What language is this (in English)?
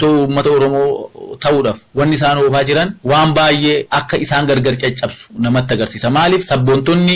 Oromo